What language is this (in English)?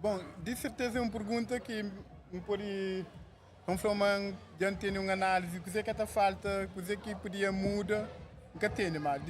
Kabuverdianu